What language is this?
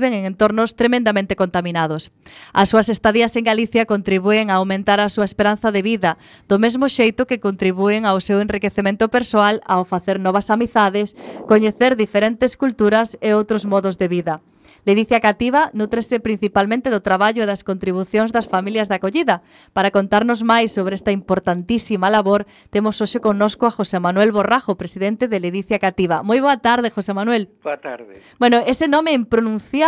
Galician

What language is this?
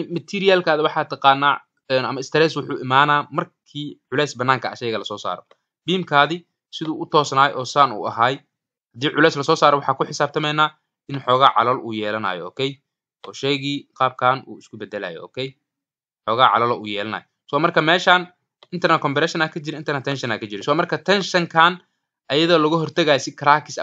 Somali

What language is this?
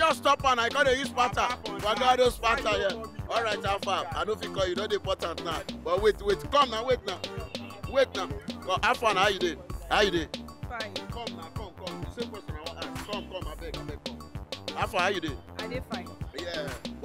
Nigerian Pidgin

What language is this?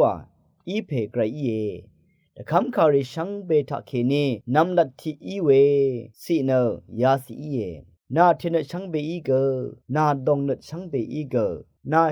Rawang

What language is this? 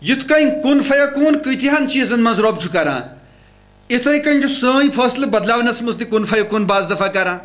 Kashmiri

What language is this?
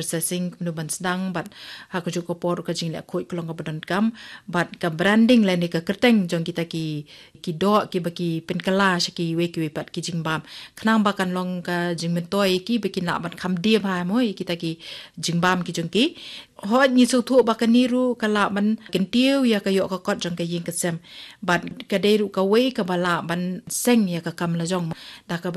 Khasi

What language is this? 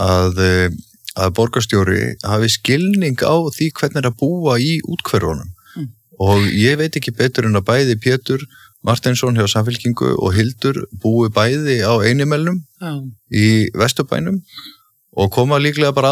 Icelandic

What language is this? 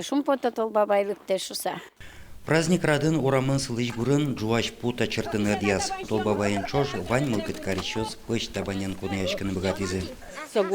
Udmurt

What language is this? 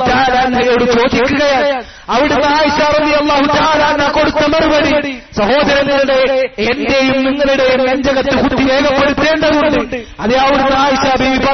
Malayalam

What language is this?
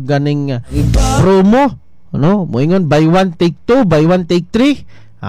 Cebuano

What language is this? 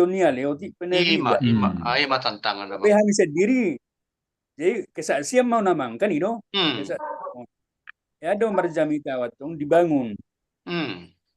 Batak Toba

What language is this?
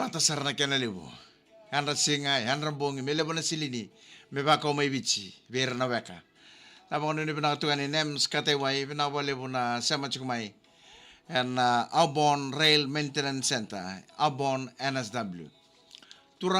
Fijian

